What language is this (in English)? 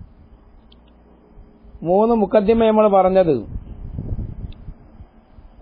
Malayalam